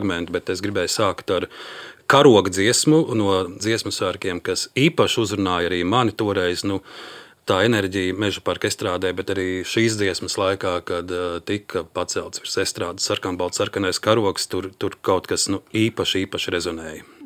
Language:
Latvian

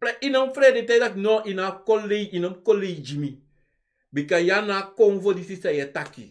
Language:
Sranan Tongo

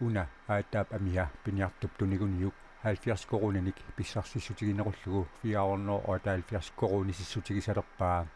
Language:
Kalaallisut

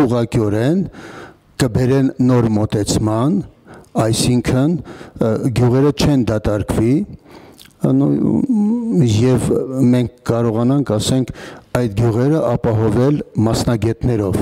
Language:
Armenian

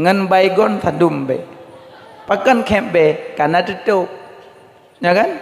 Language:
Achinese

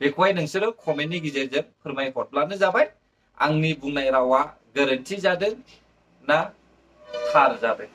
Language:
Bodo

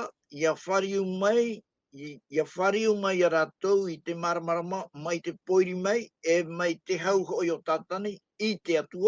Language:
Tahitian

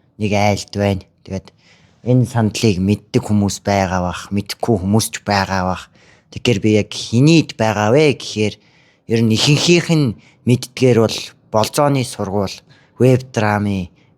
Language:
Mongolian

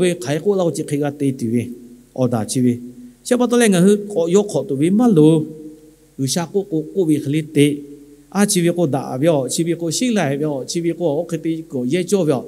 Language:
Lahu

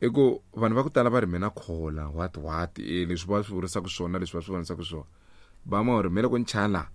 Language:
Tsonga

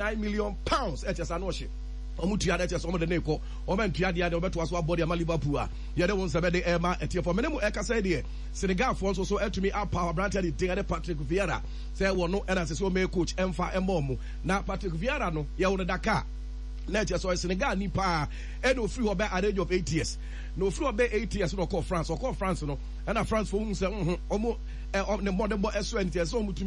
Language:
Akan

